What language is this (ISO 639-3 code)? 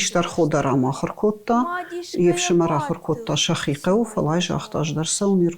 oss